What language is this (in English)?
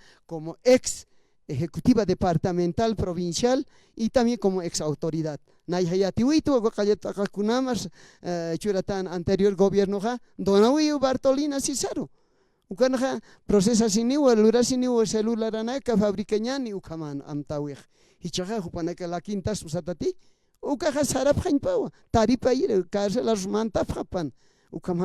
Aymara